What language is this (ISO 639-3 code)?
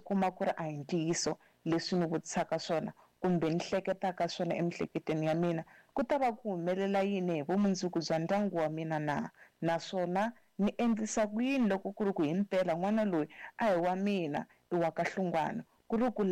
tso